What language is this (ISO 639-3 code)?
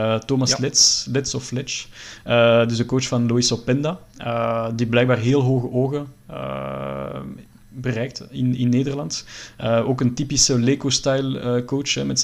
nld